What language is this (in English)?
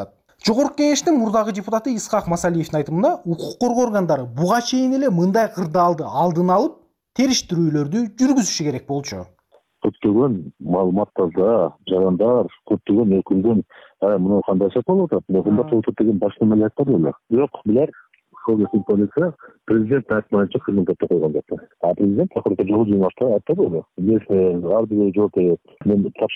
Kyrgyz